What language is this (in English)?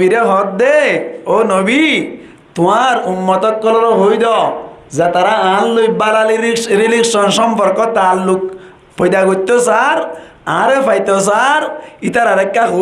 Rohingya